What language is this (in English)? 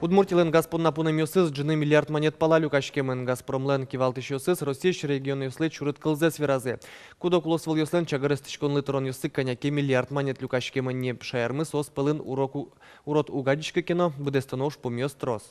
Udmurt